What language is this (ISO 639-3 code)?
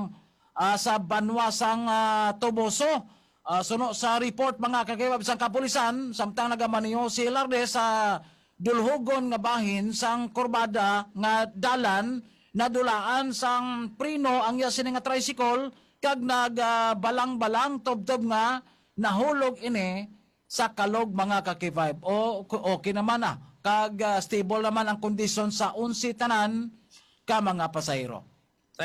hil